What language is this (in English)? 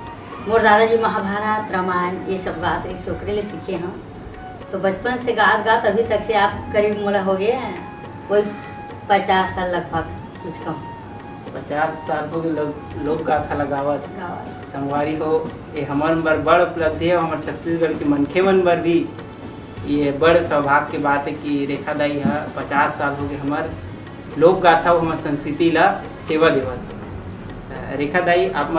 Chhattisgarhi